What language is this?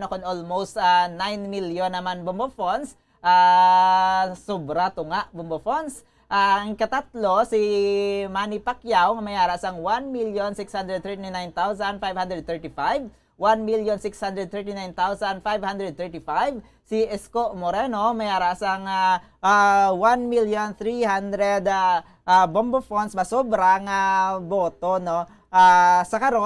Hiligaynon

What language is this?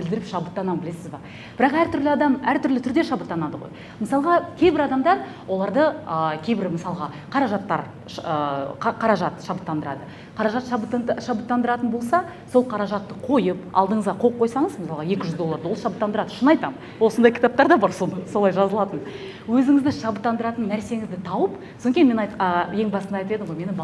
Kazakh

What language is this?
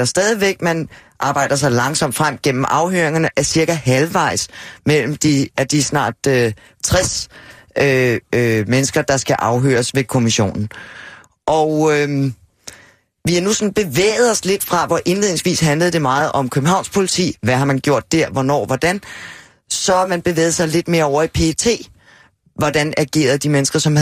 Danish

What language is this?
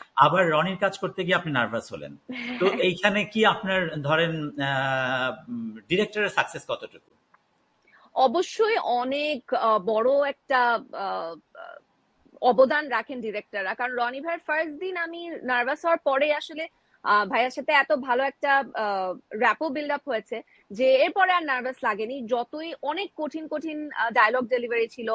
Bangla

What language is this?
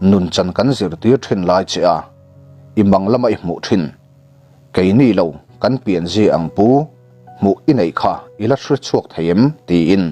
Mizo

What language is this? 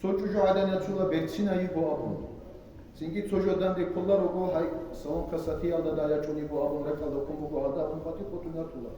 Avaric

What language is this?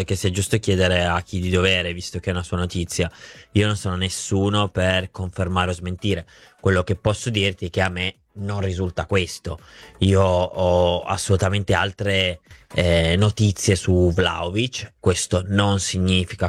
Italian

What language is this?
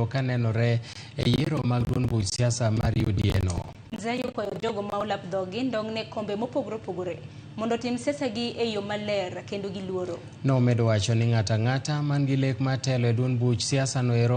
Luo (Kenya and Tanzania)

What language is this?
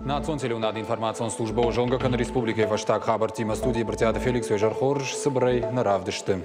Ossetic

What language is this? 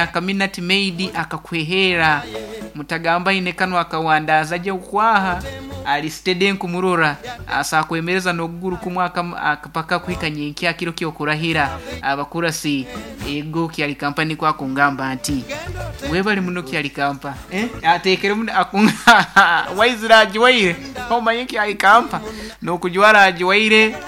Nyankole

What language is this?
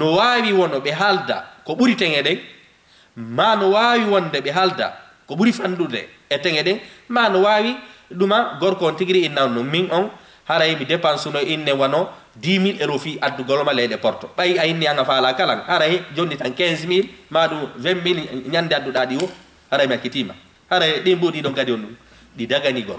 Fula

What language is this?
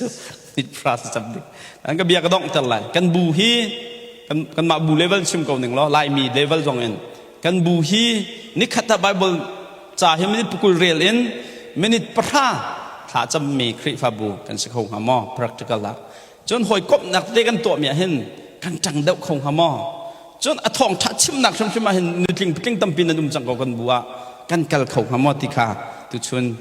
Hakha Chin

